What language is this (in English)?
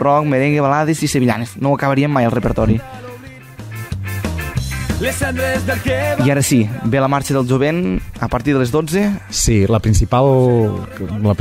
Catalan